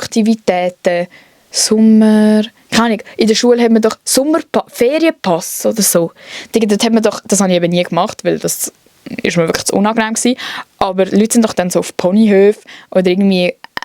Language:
Swiss German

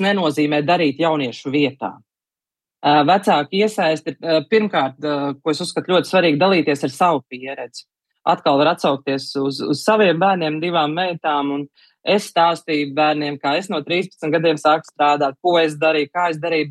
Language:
Latvian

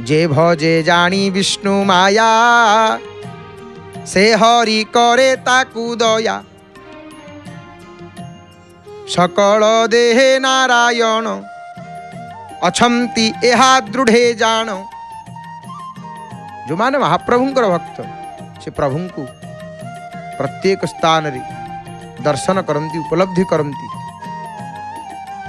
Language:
Odia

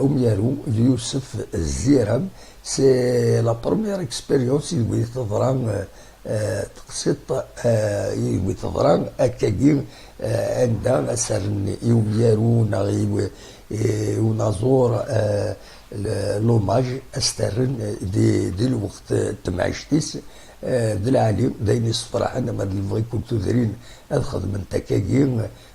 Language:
Kabyle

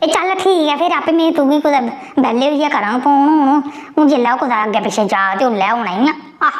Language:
Dogri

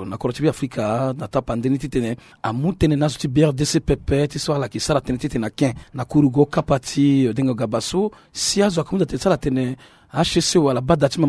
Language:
Sango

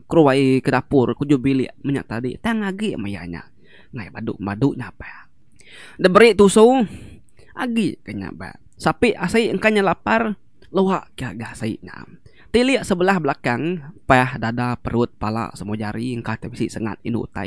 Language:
Iban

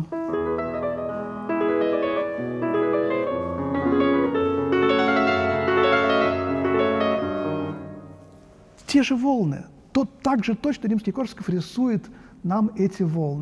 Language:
Russian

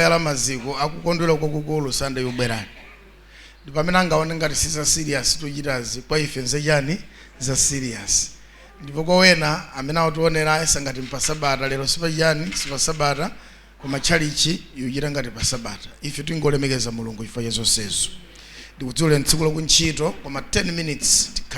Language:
Nyanja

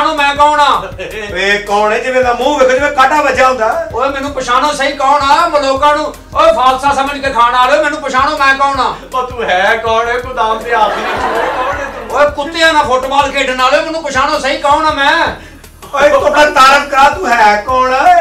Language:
Punjabi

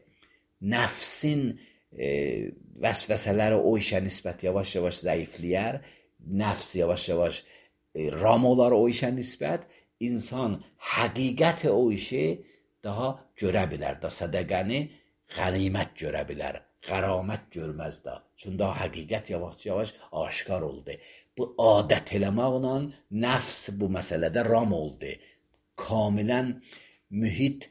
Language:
Azerbaijani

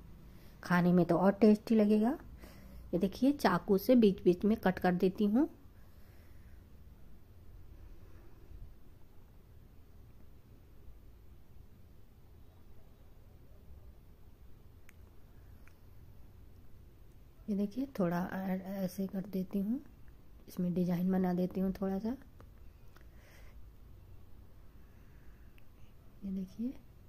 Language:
Hindi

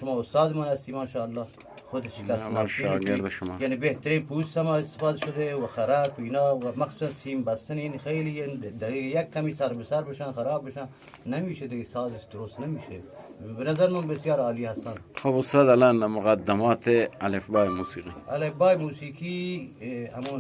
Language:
Eastern Balochi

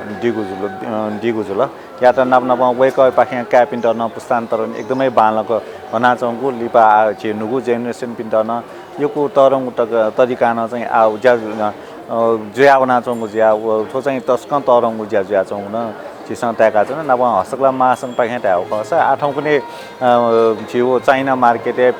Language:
Newari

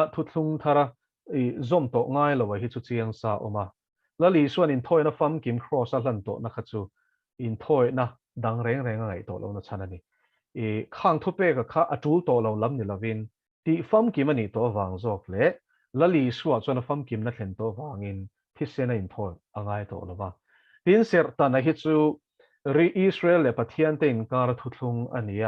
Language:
Mizo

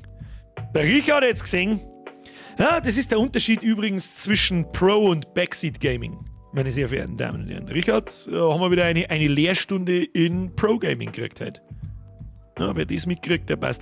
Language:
Bavarian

